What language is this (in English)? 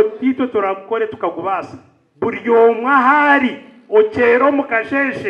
Nyankole